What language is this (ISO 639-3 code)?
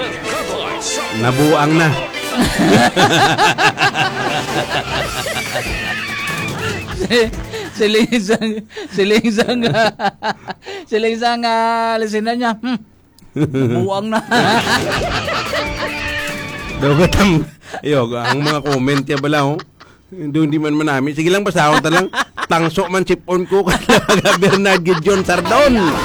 hil